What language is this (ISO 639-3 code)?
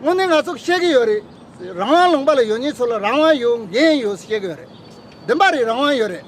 bod